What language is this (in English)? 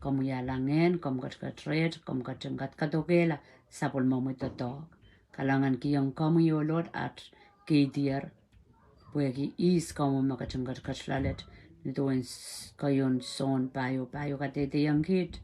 Pohnpeian